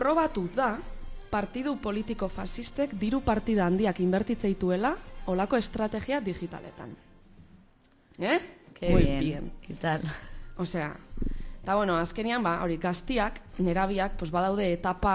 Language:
Basque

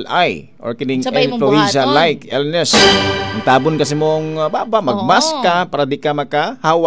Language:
Cebuano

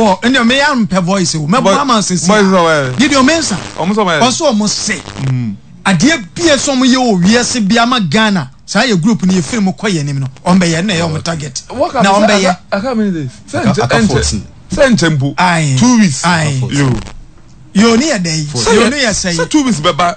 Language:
Akan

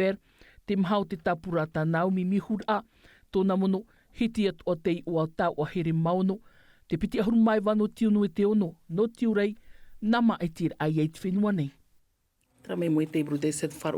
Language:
Tahitian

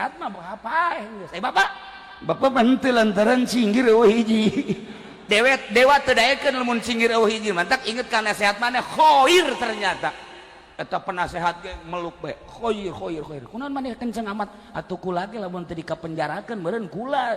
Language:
Sundanese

